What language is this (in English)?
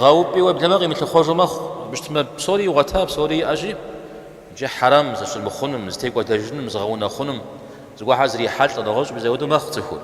Kabardian